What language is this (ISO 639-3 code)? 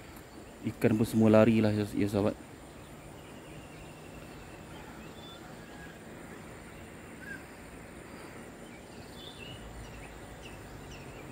msa